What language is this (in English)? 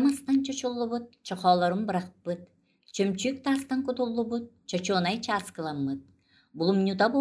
Yakut